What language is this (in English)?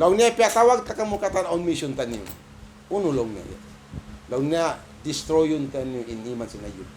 Tausug